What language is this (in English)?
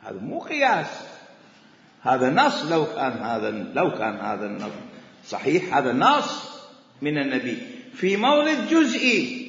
Mesopotamian Arabic